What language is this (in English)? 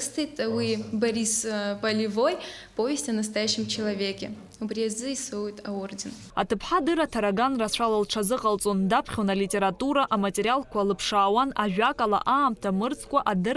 Abkhazian